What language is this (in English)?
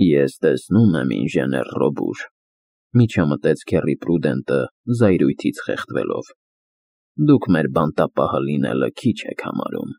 Armenian